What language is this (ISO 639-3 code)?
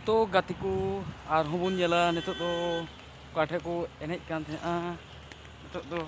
sat